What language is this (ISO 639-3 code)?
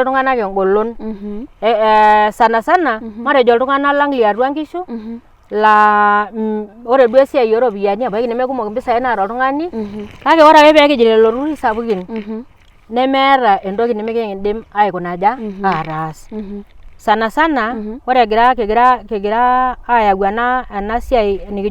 mas